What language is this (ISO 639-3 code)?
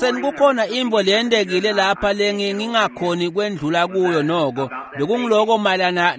ssw